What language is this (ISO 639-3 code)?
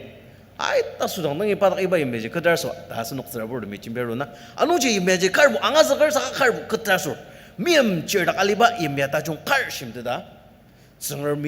njo